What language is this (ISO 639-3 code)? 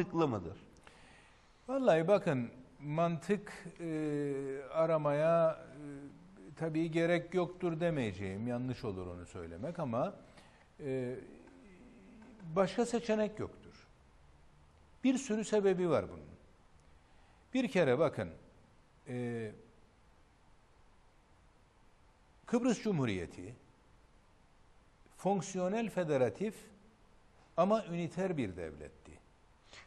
tur